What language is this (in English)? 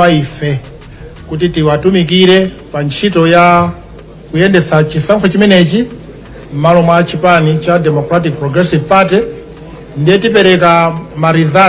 Nyanja